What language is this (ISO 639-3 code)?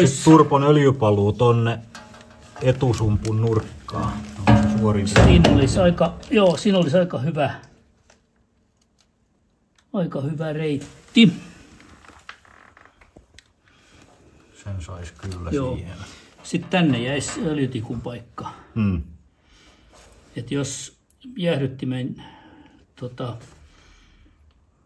fin